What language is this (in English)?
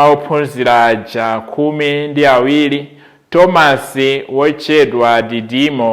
Nyanja